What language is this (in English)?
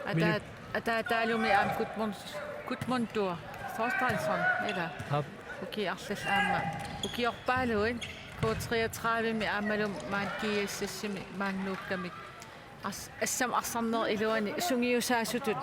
Kalaallisut